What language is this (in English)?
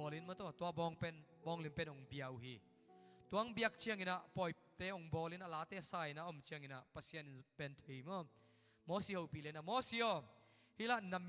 Tedim Chin